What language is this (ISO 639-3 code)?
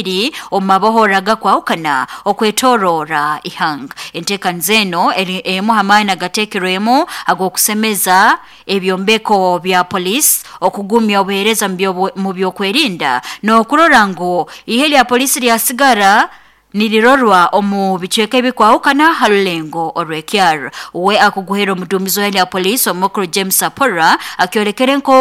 nyo